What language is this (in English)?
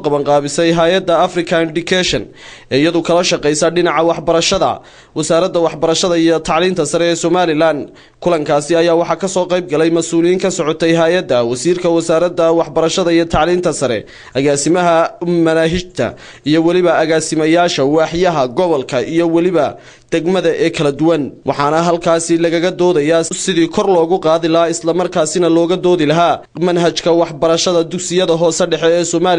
Somali